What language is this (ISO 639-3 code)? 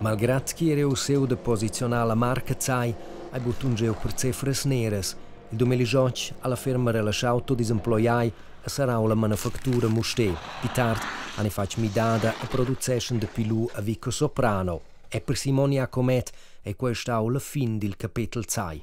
roh